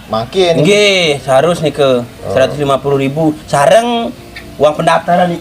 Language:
Balinese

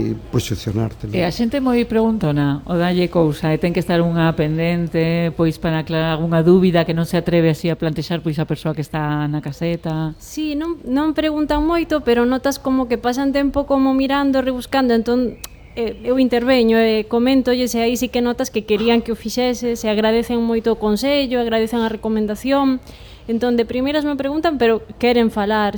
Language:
Galician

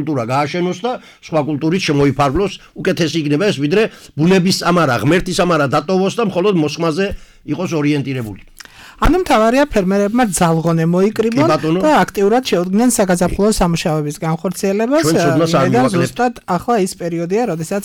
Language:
Georgian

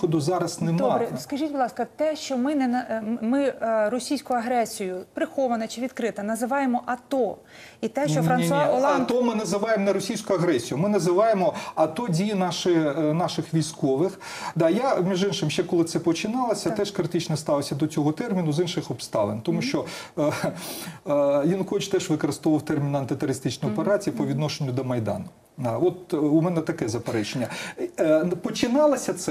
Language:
Ukrainian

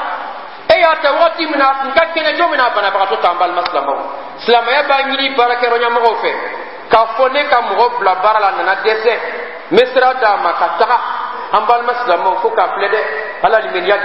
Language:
Bambara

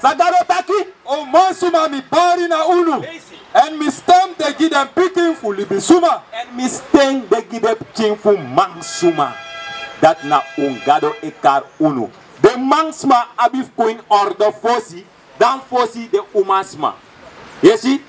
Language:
Sranan Tongo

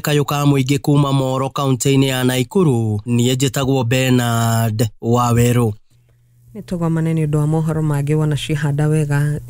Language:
Kikuyu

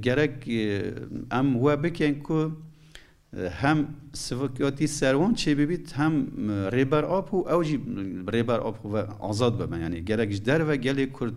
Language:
Kurdish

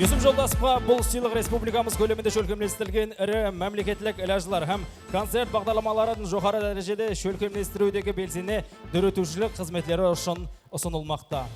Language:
Kara-Kalpak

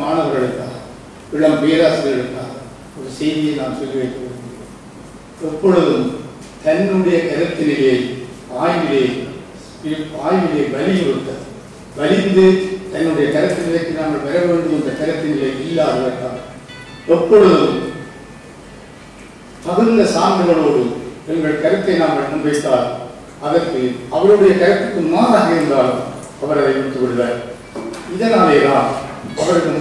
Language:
Tamil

